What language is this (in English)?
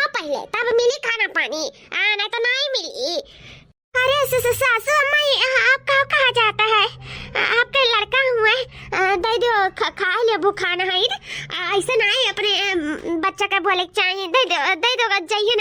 Awadhi